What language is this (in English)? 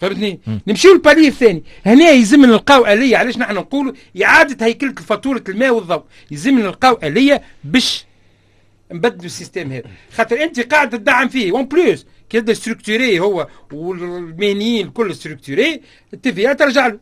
Tunisian Arabic